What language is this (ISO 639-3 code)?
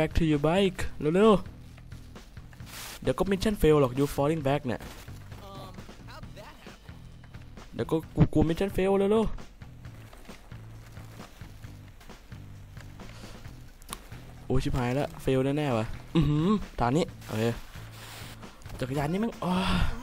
tha